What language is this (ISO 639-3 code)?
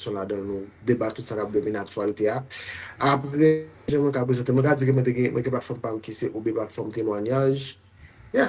hat